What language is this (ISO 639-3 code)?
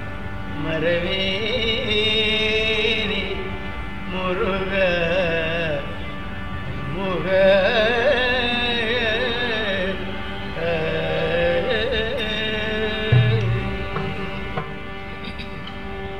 tam